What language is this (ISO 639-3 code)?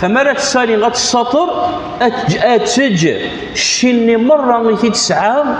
kab